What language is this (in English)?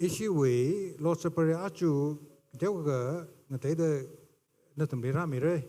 Tangkhul Naga (India)